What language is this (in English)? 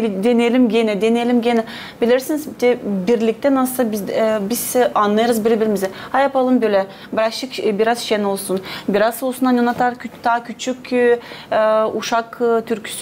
Gagauz